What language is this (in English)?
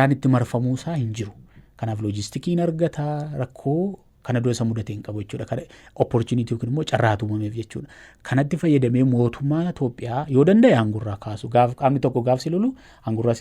Oromo